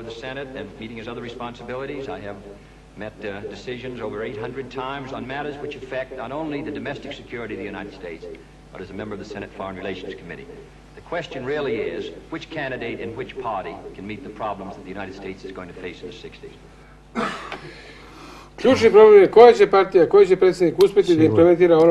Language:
Serbian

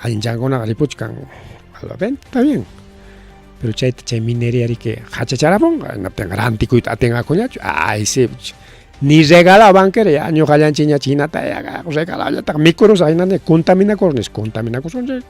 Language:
Ayacucho Quechua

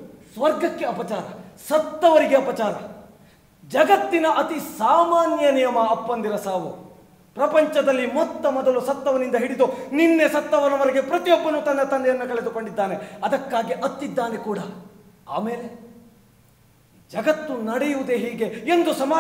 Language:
Kannada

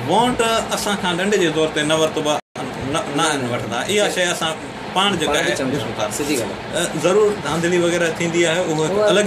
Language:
Sindhi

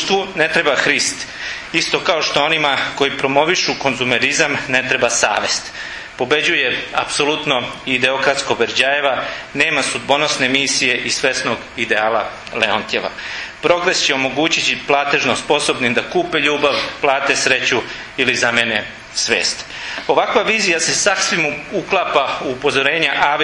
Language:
Serbian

